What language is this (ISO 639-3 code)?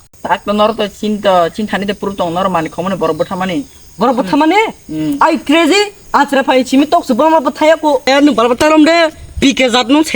trp